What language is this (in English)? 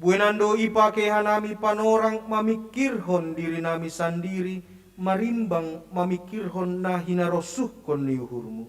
Batak Simalungun